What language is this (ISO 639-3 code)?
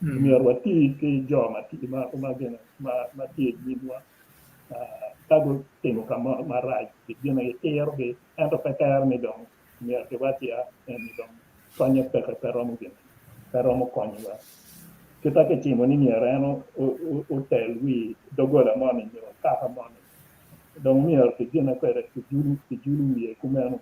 ach